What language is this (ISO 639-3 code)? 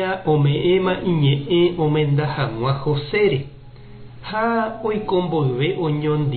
grn